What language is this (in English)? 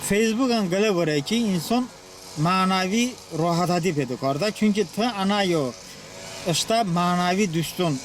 Talysh